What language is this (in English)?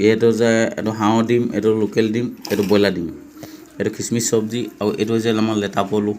Assamese